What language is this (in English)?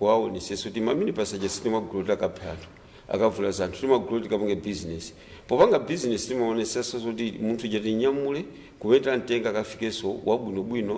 Nyanja